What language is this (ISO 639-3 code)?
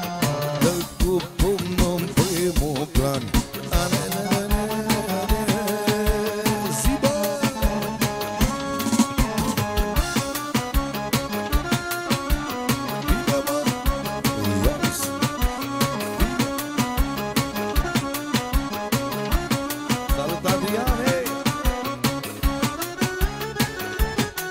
ron